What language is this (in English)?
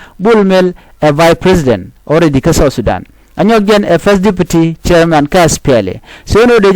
Nuer